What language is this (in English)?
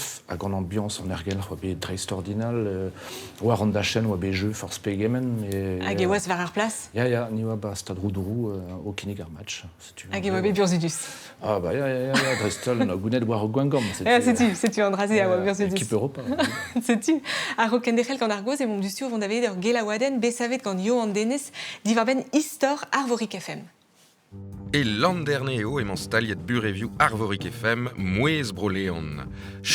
Breton